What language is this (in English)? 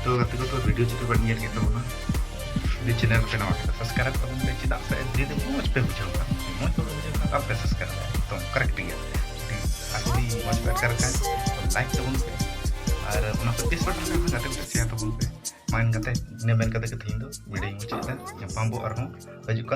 Santali